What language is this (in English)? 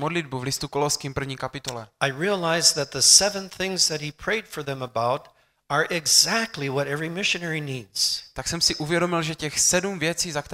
Czech